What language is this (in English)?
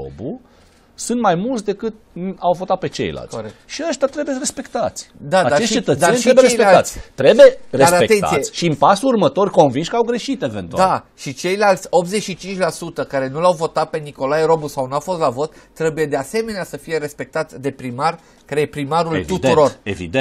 Romanian